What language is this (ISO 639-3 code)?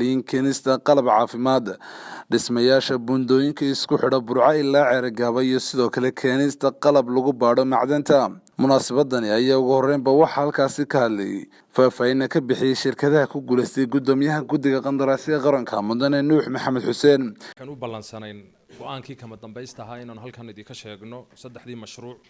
som